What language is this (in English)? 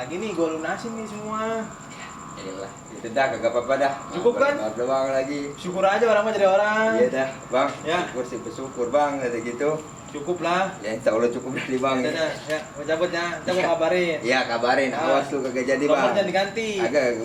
Betawi